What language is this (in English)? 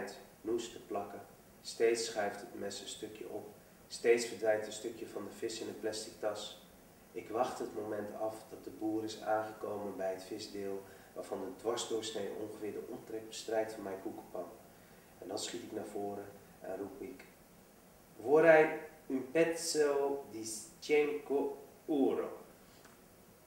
Dutch